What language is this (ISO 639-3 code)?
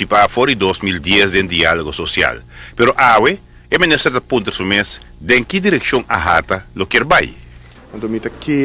pap